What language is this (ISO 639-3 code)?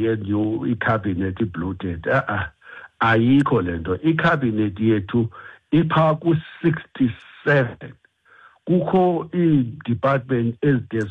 xho